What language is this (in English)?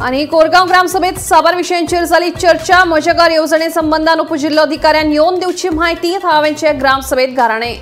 Konkani